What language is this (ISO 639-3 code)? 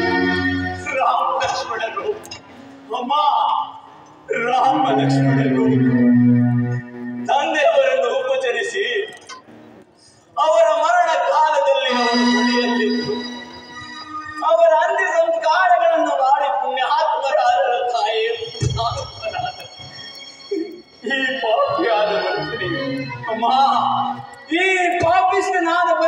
kan